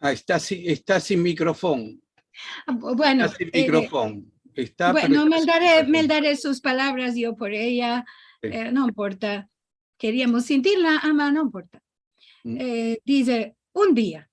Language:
Ladino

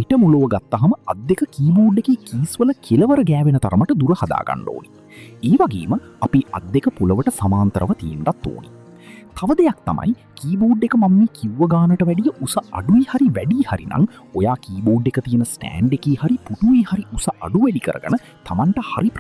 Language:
Sinhala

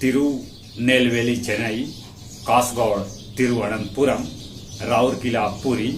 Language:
Magahi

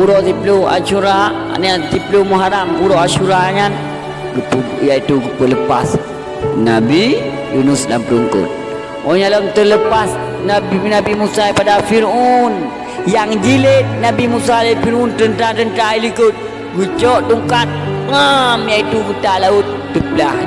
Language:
Achinese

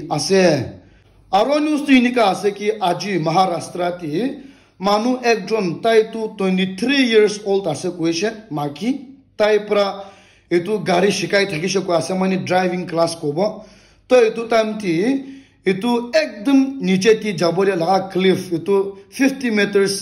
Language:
Naga Pidgin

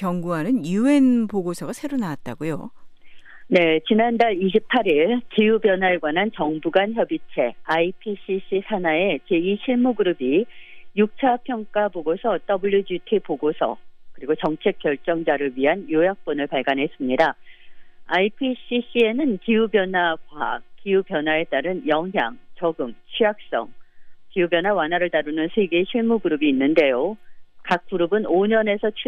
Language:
Korean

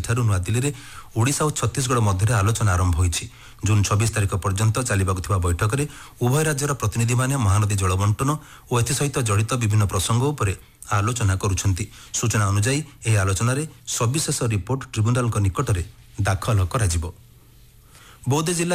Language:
Odia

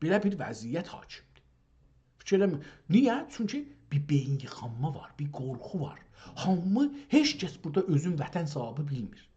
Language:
South Azerbaijani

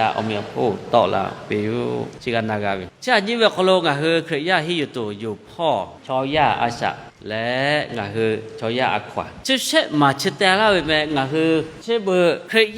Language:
Lahu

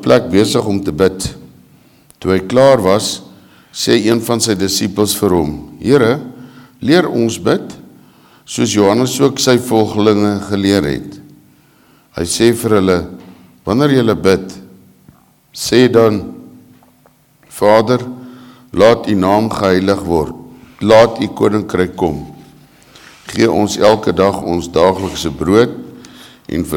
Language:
Afrikaans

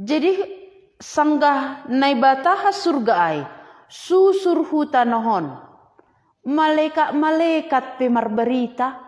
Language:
Batak Simalungun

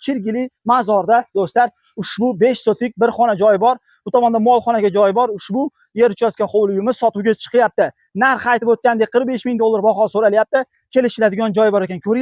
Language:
Uzbek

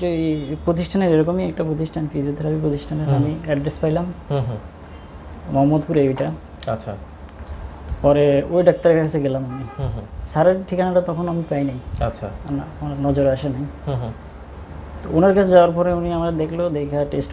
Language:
Bangla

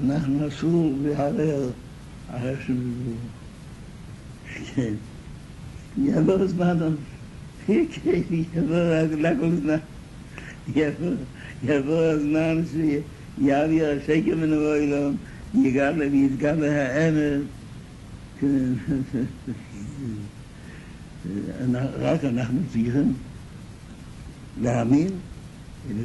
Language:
Hebrew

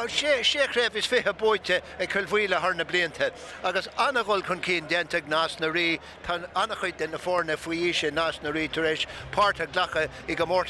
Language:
Irish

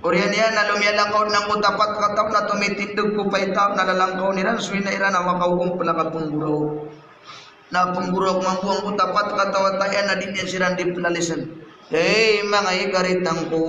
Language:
Maranao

